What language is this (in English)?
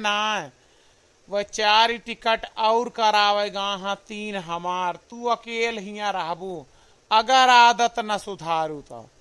Awadhi